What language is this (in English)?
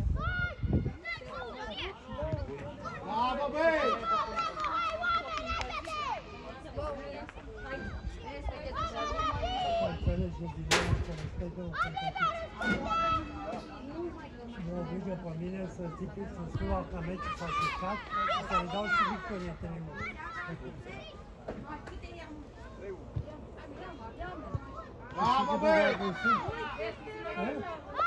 Romanian